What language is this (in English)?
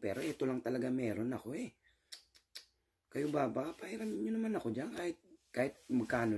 Filipino